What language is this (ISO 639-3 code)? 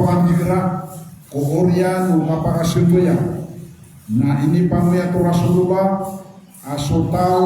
mrw